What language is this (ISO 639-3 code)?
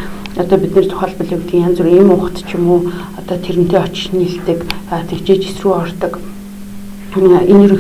mon